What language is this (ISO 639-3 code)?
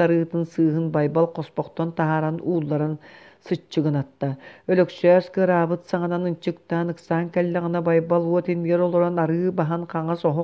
sah